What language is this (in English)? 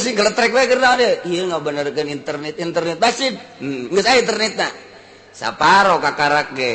Sundanese